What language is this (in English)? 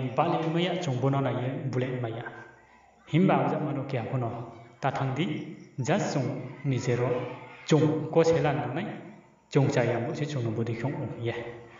Riang (India)